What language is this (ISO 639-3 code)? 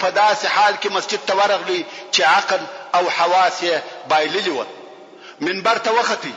pus